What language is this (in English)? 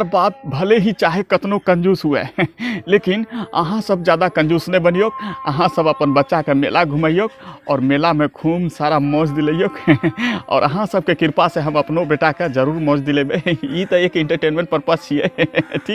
Angika